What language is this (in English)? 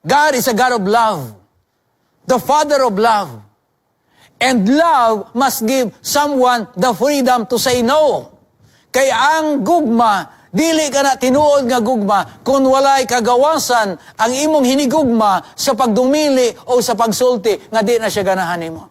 Cebuano